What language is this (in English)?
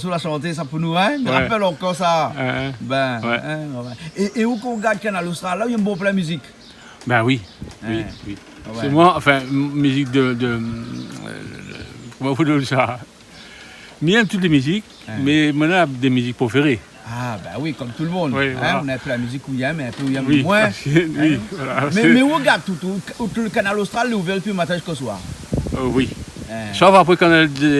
Réunion Creole French